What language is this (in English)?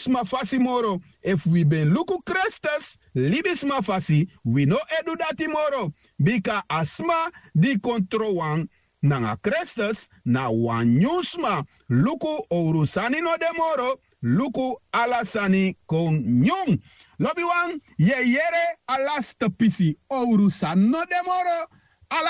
Sranan Tongo